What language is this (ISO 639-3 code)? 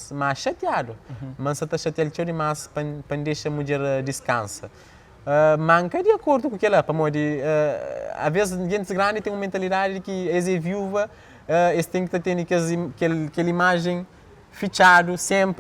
kea